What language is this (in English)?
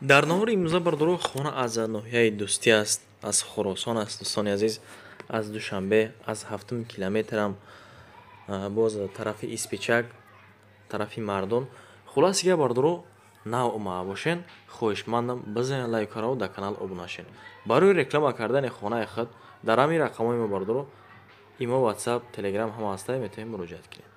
Tajik